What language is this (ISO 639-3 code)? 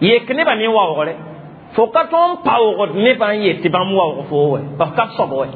mos